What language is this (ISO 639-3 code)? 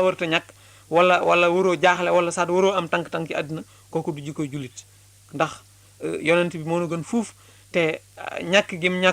wol